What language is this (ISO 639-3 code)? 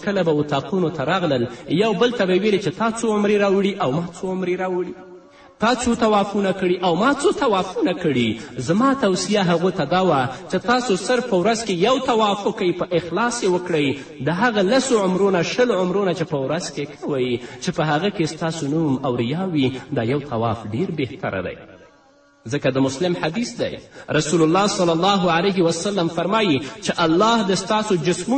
pus